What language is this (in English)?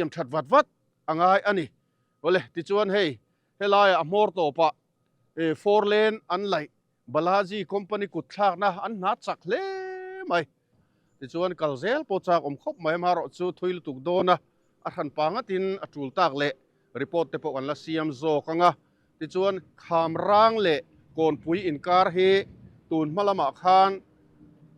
Mizo